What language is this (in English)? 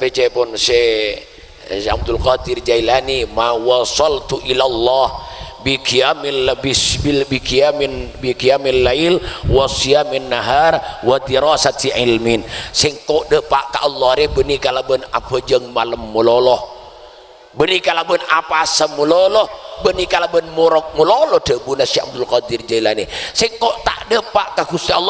Madurese